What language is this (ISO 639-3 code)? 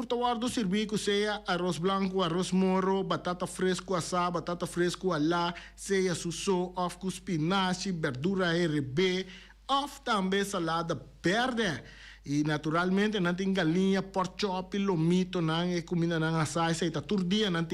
pap